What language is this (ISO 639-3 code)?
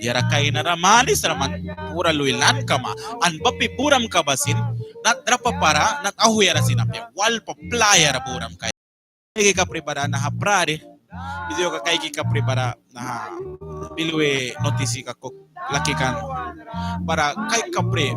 miq